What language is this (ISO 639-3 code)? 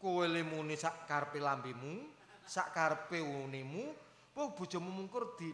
jav